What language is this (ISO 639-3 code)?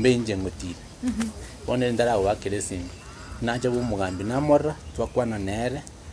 guz